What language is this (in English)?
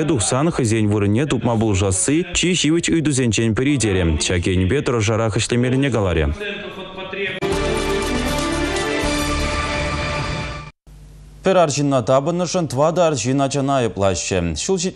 Chuvash